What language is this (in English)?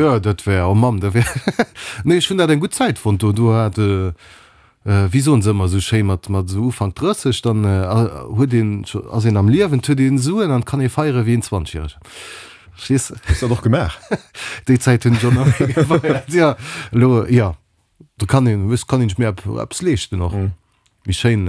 Luxembourgish